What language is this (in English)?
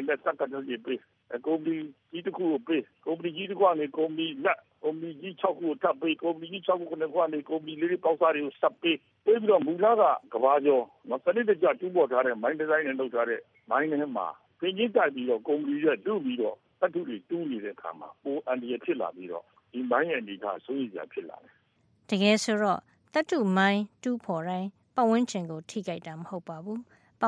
Burmese